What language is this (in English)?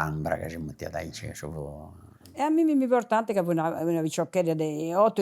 Sardinian